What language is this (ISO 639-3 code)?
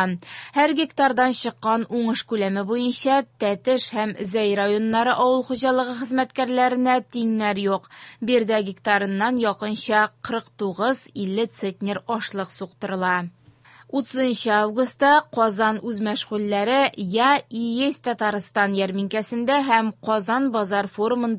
tat